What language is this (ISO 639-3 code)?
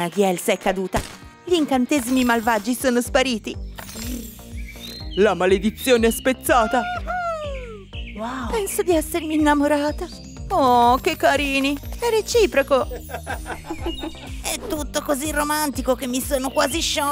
ita